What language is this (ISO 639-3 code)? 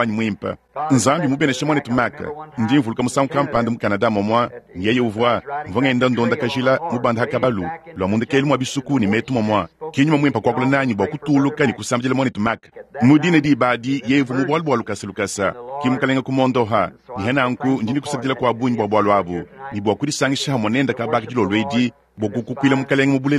lua